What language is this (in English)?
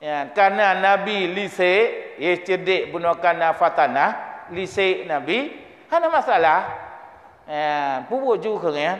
Achinese